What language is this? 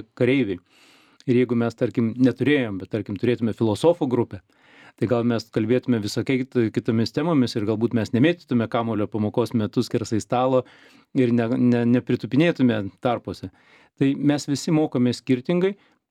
Lithuanian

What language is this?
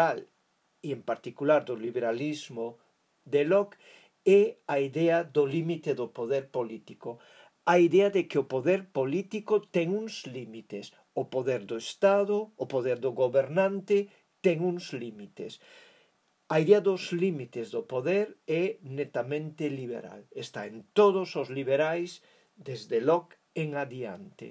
Galician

